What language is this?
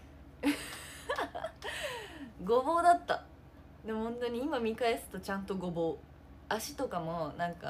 Japanese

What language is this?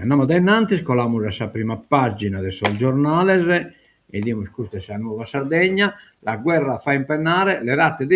Sardinian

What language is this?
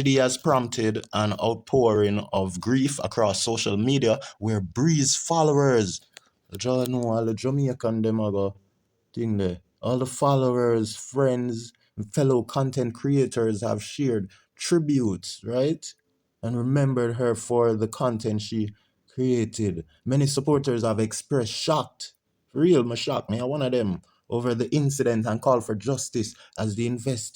Jamaican Creole English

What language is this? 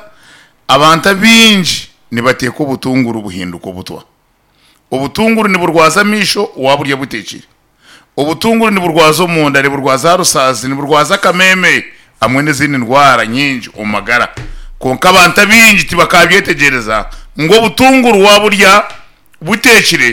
Nyankole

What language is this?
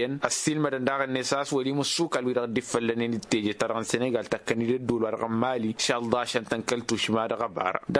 Tamasheq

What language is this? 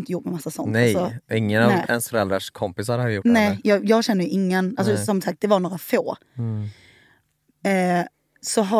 Swedish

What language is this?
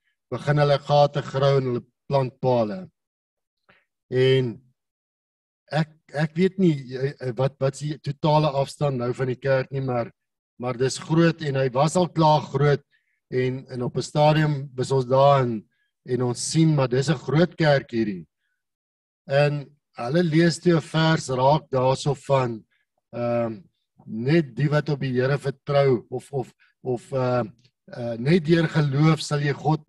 Afrikaans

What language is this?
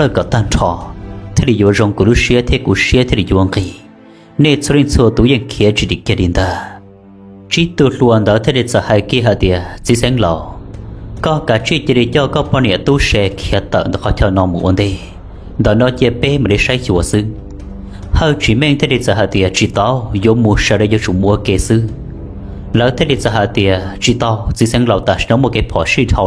Hmong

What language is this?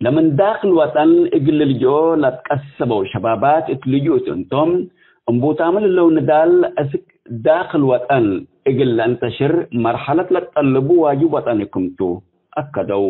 Tigre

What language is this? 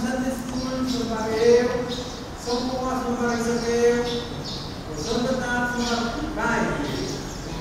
Pohnpeian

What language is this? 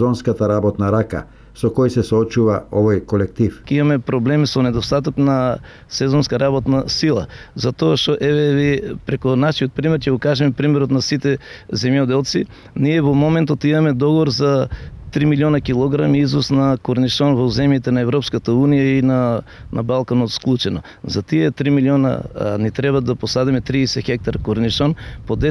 Macedonian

